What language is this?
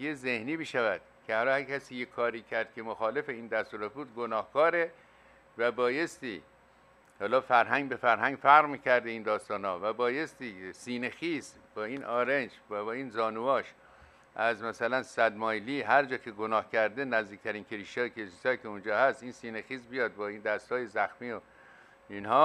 Persian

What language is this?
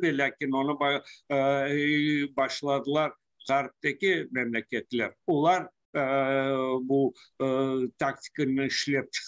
Crimean Tatar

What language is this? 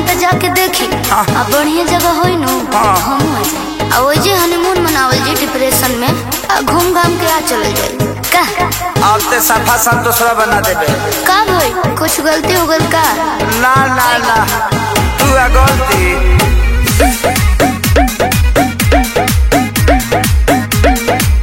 Bhojpuri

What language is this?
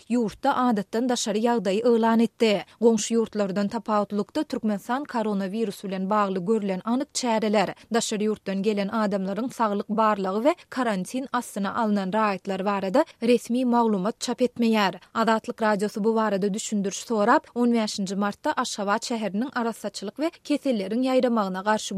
Turkmen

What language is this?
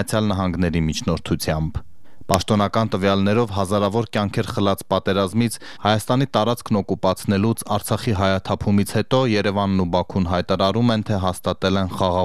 Armenian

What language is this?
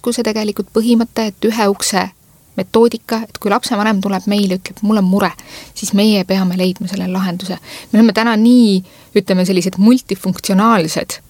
Estonian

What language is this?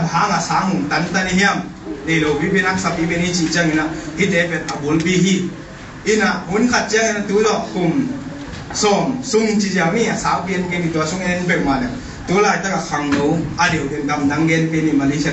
Tedim Chin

